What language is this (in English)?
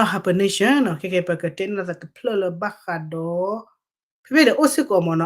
S'gaw Karen